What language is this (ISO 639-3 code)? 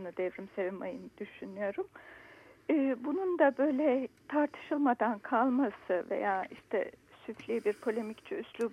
tur